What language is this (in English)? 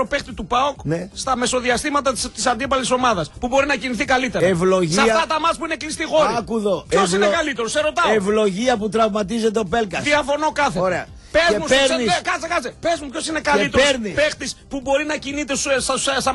Greek